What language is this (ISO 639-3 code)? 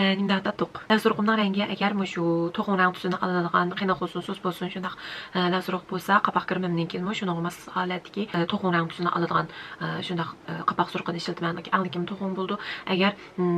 uig